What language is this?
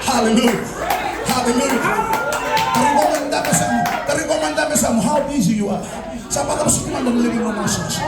Fijian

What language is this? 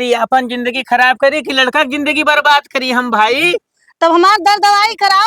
Awadhi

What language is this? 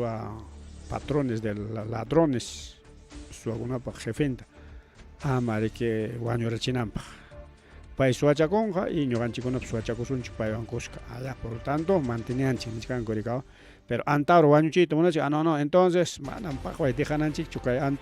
Ayacucho Quechua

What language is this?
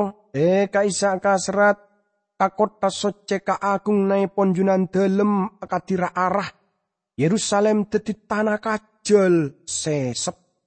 Madurese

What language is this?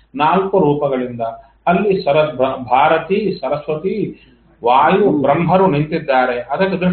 Kannada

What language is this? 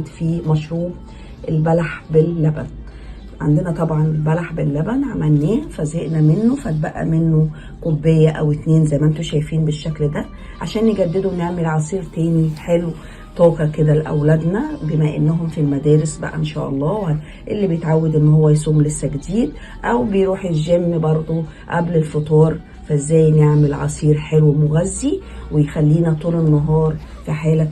Egyptian Arabic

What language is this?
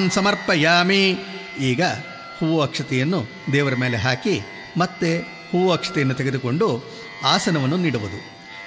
Kannada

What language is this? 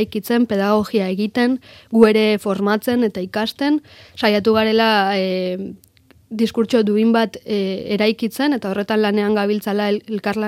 Basque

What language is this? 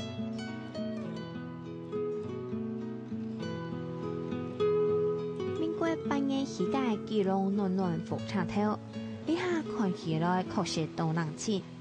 Hakka Chinese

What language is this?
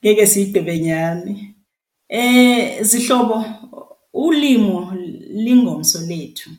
Xhosa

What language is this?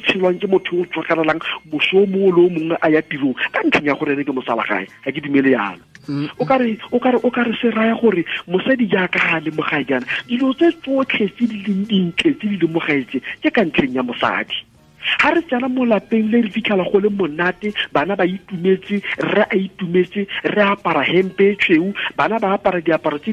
Tswana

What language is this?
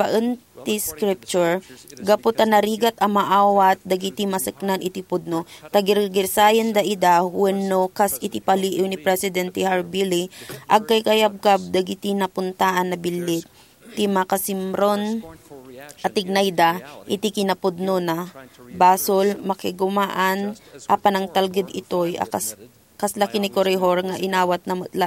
Iloko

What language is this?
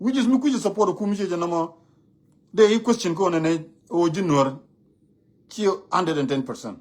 Nuer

